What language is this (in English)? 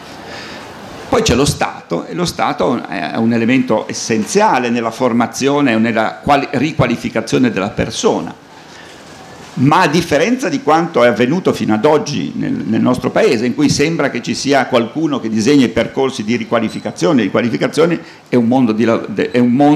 Italian